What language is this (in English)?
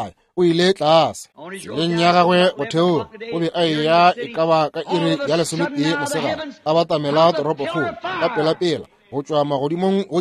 Northern Sotho